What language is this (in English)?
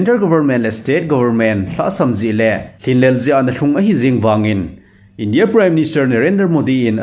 Thado Chin